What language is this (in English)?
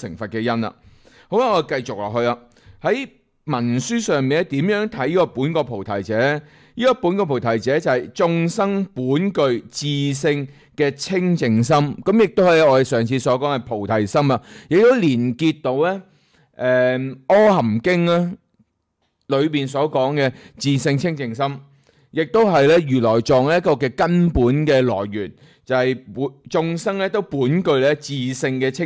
Cantonese